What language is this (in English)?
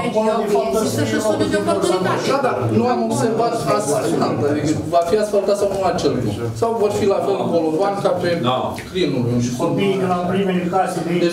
Romanian